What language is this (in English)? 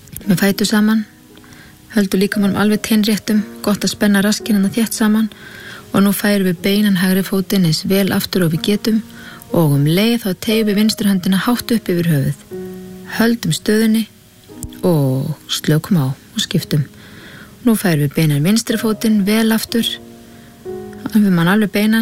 Icelandic